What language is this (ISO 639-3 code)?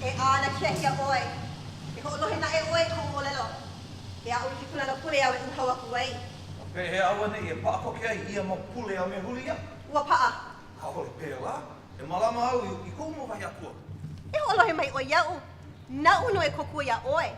haw